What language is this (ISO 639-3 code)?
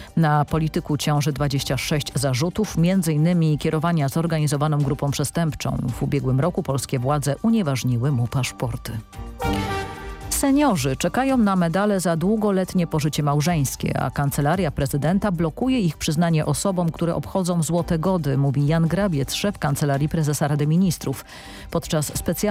pol